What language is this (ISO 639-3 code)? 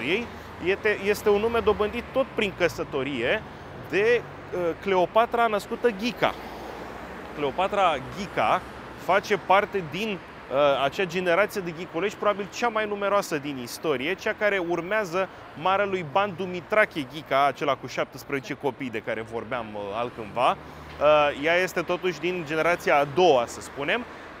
ron